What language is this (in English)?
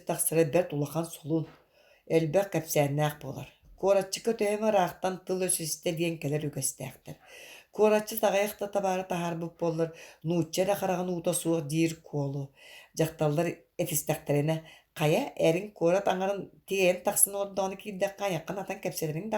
Yakut